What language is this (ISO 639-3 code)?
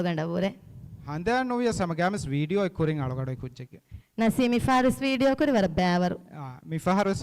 div